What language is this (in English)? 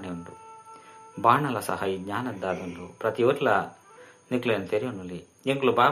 Tulu